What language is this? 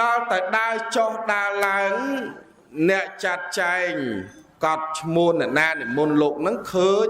Khmer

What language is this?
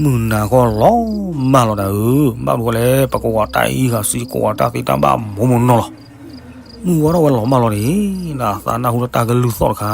S'gaw Karen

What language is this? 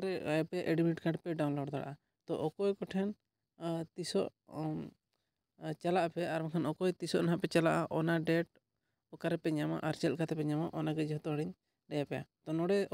Santali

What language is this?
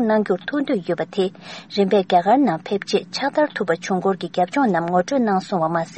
Tibetan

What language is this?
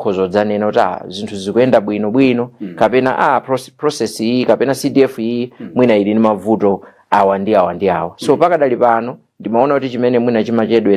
Nyanja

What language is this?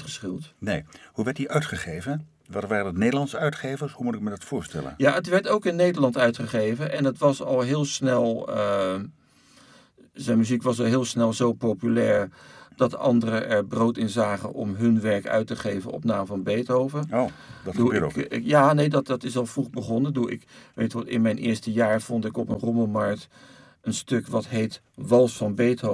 Dutch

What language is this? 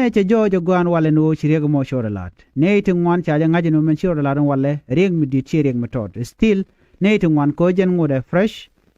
Nuer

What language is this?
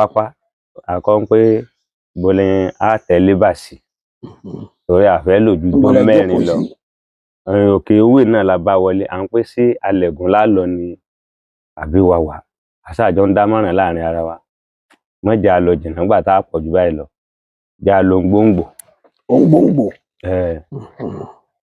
Yoruba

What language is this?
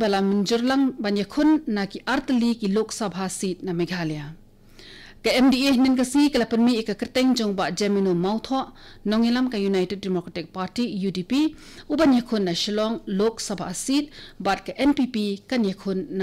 Khasi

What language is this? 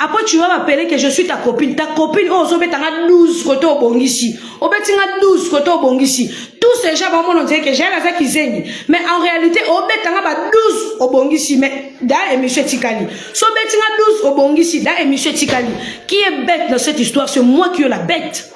Lingala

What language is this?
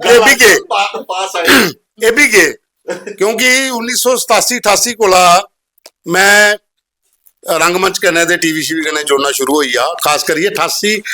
Dogri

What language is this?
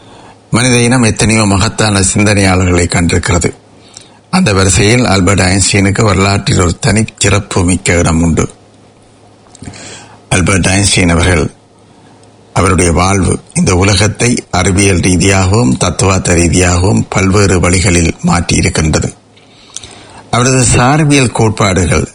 Tamil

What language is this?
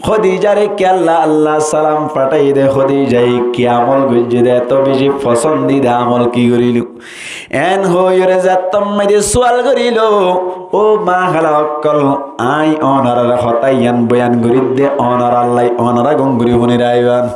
Rohingya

